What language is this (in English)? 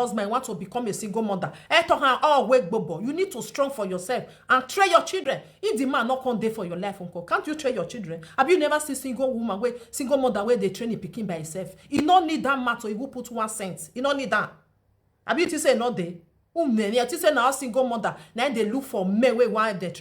Nigerian Pidgin